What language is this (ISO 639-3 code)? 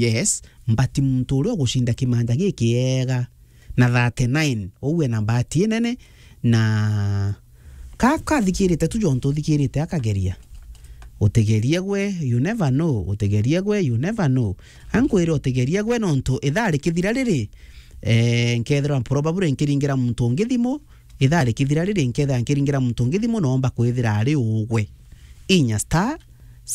mer